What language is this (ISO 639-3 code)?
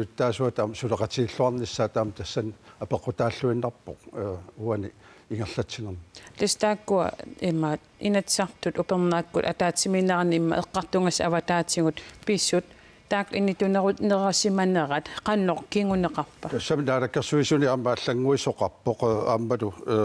kal